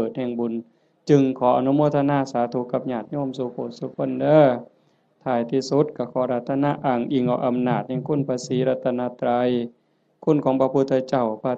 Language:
Northeastern Thai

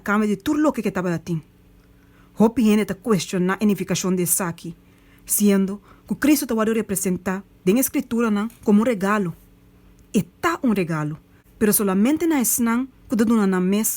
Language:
Papiamento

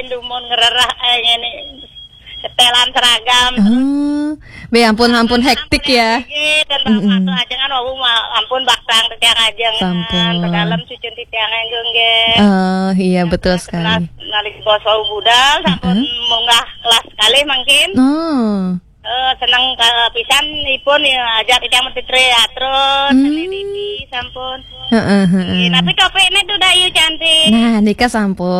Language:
Balinese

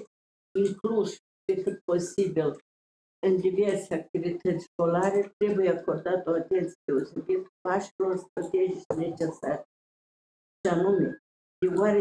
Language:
Romanian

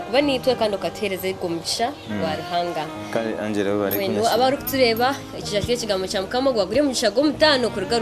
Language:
Nyankole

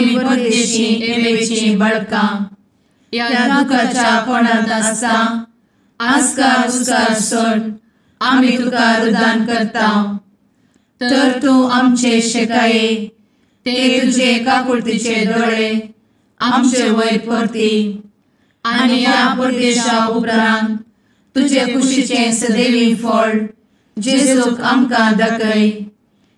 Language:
Konkani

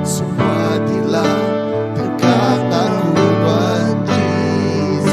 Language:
Iban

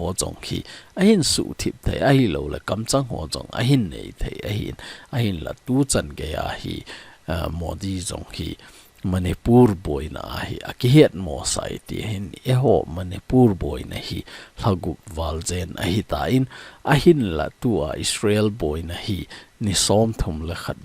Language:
Thado Chin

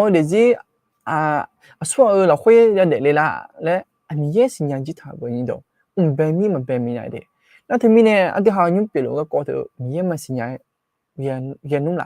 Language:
Akha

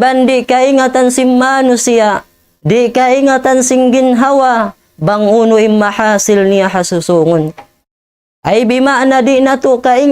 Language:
Tausug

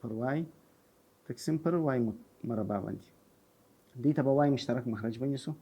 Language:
Pashto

